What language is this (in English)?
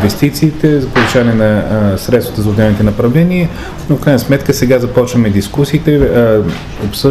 Bulgarian